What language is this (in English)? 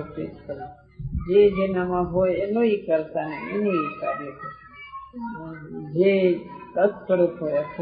Gujarati